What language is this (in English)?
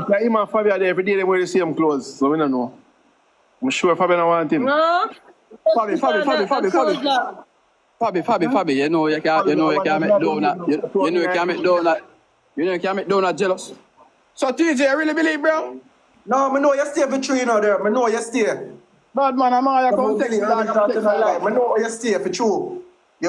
Jamaican Creole English